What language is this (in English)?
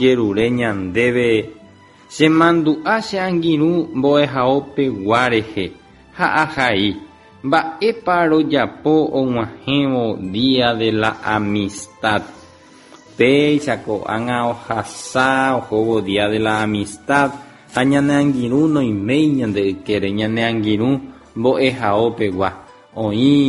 Guarani